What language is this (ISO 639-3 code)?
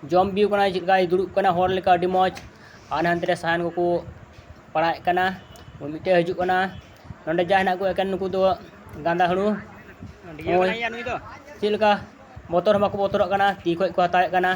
sat